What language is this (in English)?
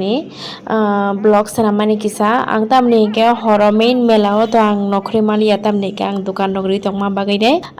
Kok Borok